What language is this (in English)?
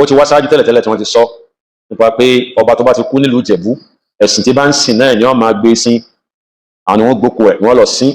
Yoruba